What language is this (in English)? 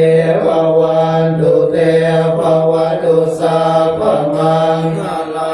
Pali